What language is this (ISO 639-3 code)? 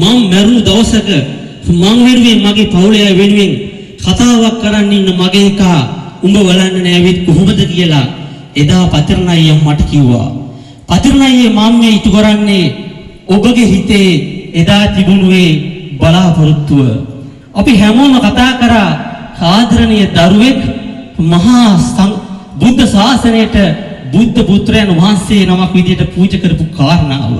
sin